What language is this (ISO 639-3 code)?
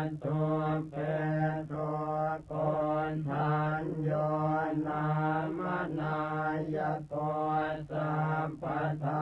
pli